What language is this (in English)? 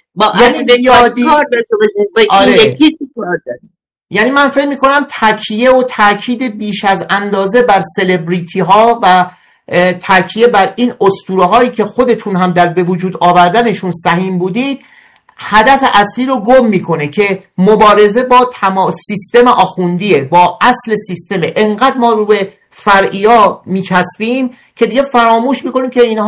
Persian